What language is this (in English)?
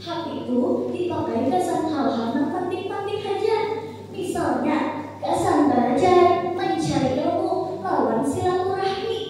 Banjar